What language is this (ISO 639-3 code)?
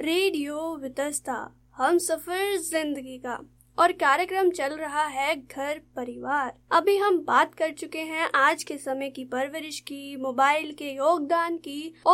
hin